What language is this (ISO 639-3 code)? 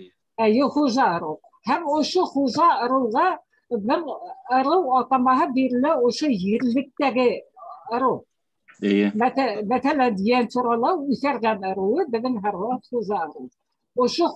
bak